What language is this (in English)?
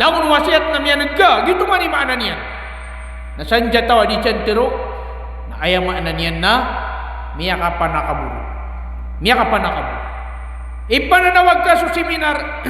Maranao